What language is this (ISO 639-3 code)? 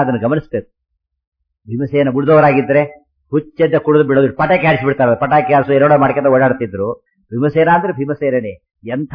kan